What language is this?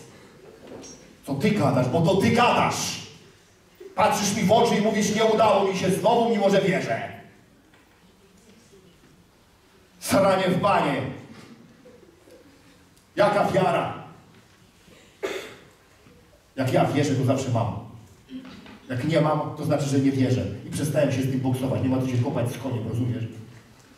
Polish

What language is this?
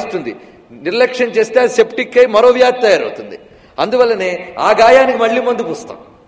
Telugu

